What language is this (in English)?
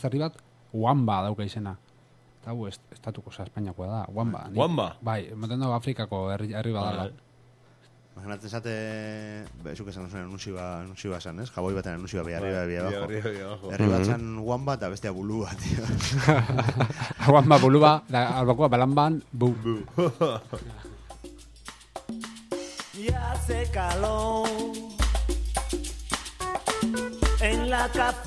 Basque